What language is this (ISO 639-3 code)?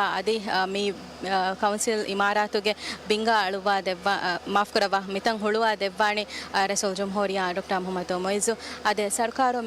div